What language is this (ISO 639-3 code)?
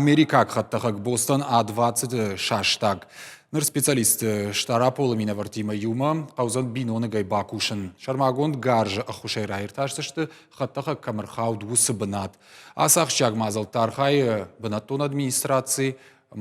oss